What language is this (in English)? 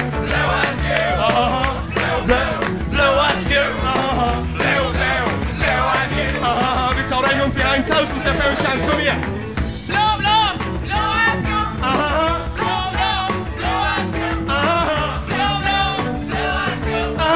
Swedish